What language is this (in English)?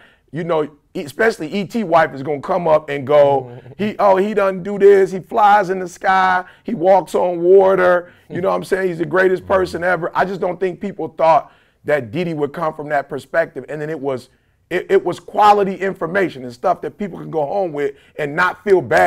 English